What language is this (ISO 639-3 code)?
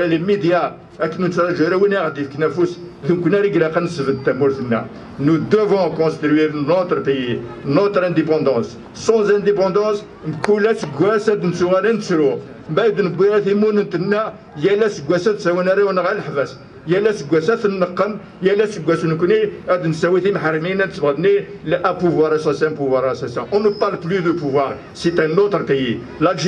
kab